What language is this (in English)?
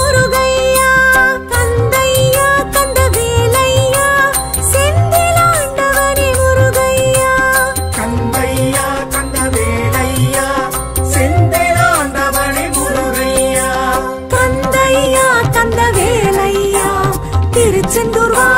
Tamil